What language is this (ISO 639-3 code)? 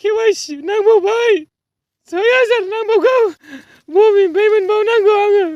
brx